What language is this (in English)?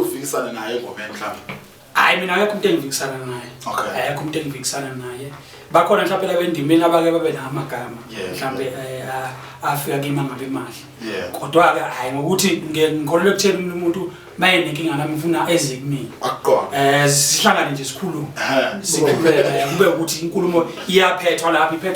Zulu